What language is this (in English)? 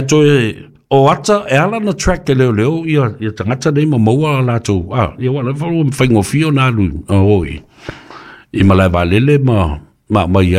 Samoan